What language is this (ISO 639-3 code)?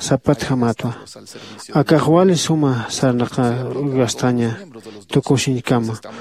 aym